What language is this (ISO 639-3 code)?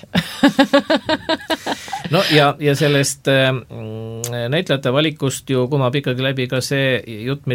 est